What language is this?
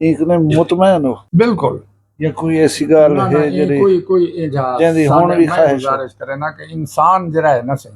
Saraiki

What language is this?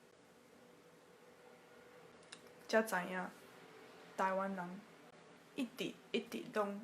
Min Nan Chinese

